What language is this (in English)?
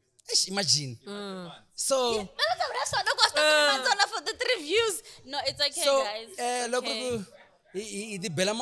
Tsonga